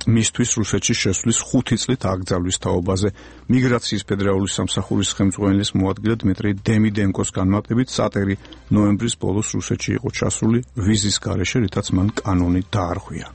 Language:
Georgian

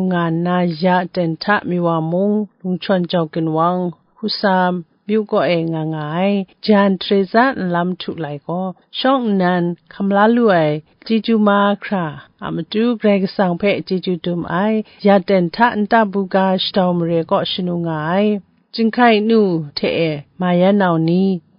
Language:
Kachin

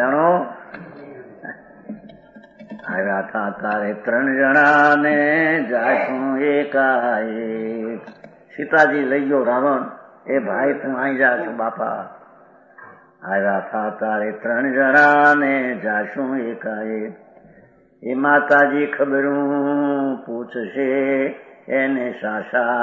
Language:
Gujarati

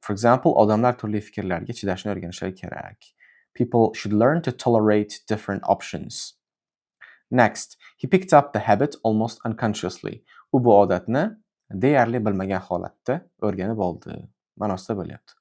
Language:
Uzbek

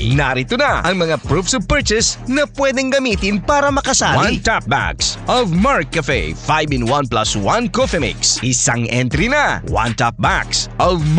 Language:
Filipino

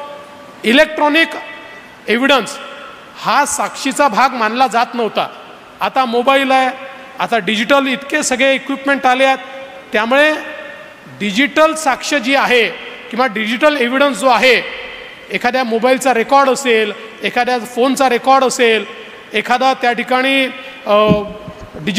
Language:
Marathi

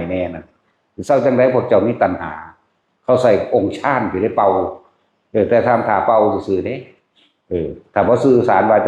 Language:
Northeastern Thai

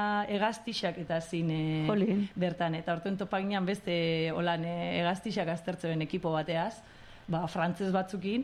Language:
Basque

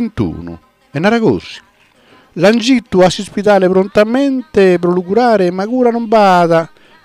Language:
Sardinian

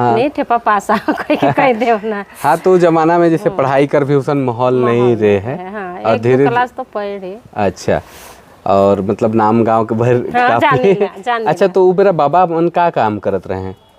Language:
Sadri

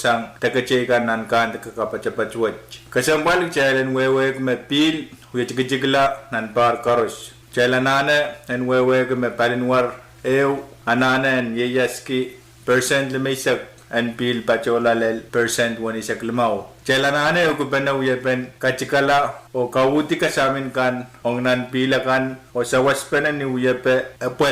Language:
Pohnpeian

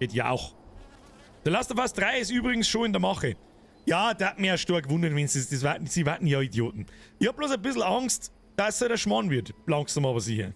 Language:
Bavarian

